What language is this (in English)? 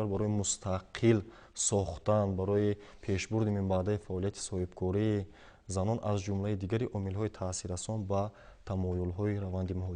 Tajik